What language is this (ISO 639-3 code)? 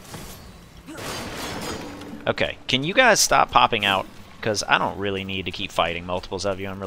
eng